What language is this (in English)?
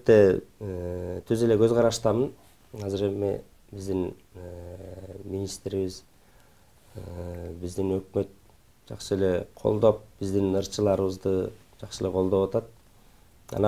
Kyrgyz